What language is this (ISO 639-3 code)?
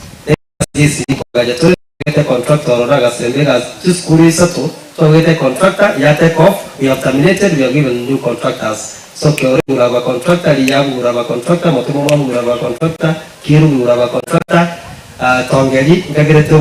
guz